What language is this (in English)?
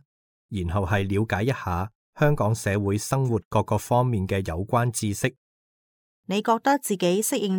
Cantonese